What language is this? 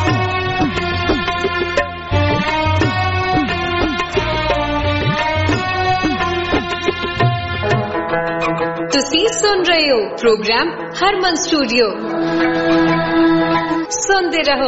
Punjabi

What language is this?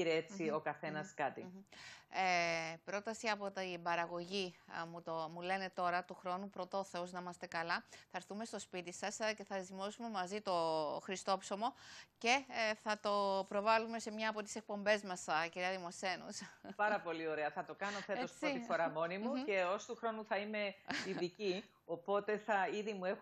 Greek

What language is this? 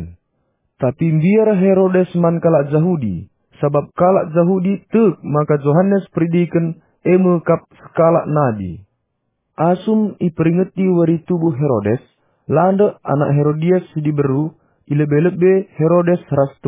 Batak Karo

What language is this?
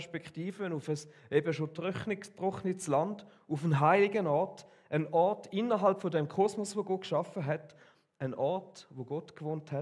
Swiss German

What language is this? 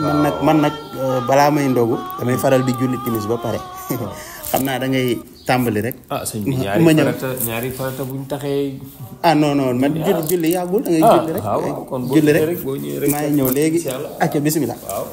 Wolof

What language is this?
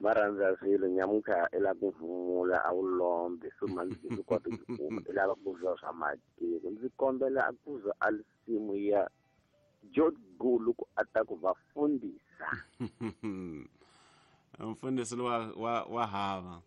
Tsonga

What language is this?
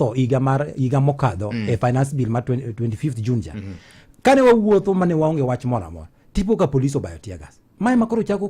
Luo (Kenya and Tanzania)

